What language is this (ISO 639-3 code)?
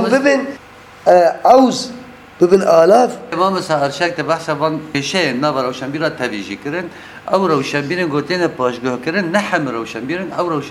kur